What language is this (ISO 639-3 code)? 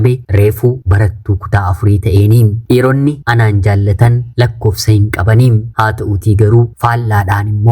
orm